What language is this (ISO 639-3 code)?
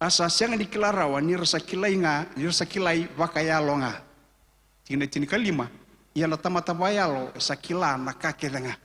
fij